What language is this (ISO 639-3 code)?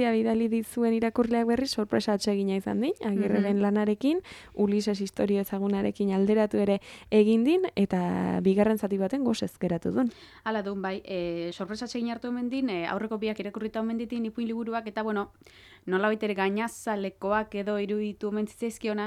eus